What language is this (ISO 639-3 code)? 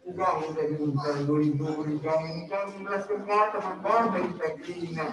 btx